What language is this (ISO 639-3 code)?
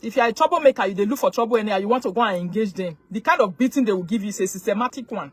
pcm